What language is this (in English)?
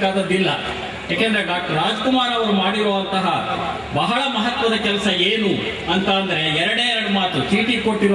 Kannada